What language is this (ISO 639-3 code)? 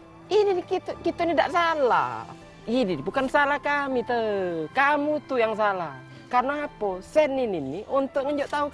mui